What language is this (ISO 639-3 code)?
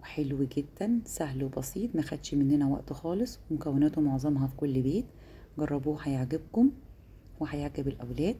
arz